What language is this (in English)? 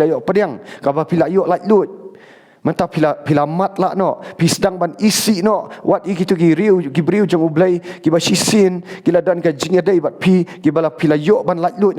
Khasi